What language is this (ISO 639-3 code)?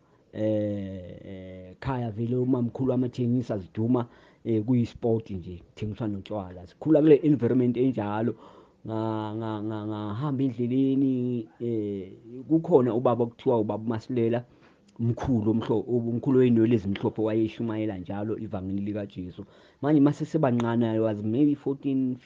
zul